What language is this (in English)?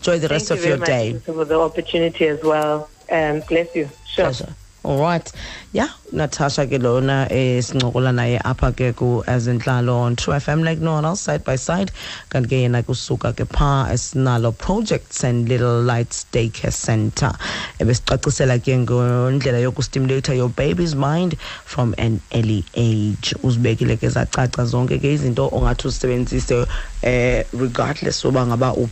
Xhosa